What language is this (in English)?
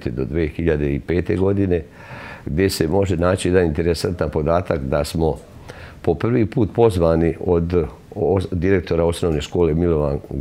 Serbian